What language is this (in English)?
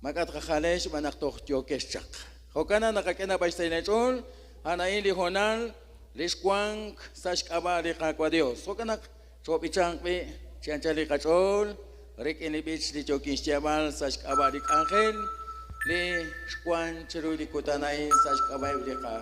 Kekchí